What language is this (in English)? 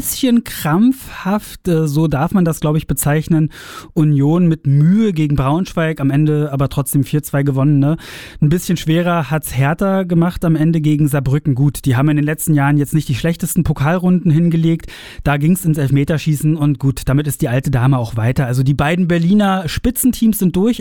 German